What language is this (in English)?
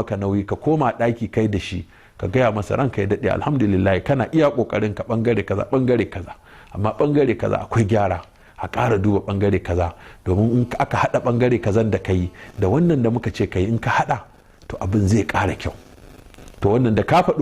Hausa